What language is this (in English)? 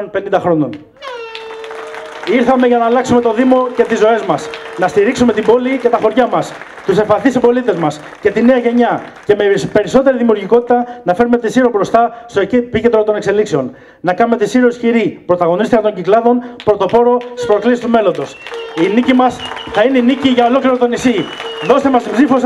Greek